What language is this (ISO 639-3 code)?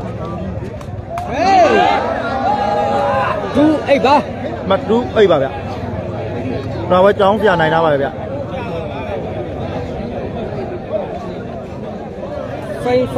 mya